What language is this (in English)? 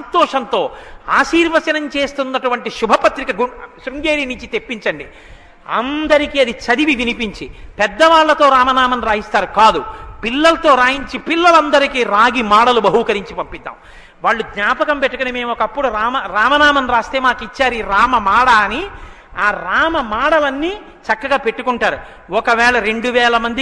Telugu